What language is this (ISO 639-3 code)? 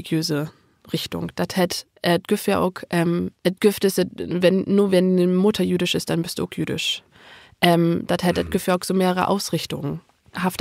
nds